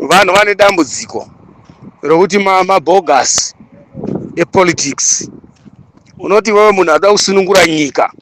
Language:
Shona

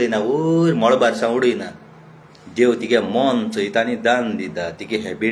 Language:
Konkani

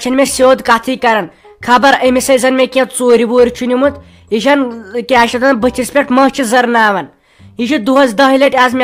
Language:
Kashmiri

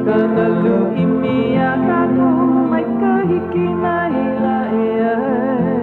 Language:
Hawaiian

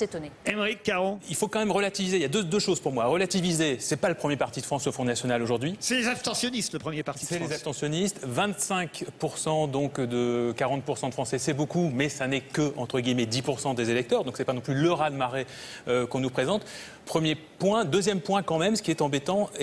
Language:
French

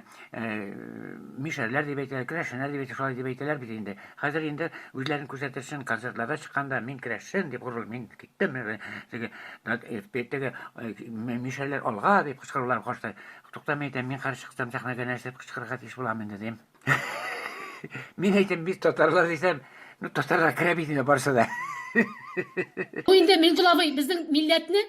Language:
Tatar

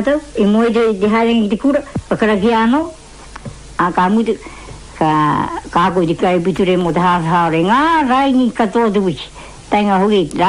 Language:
Māori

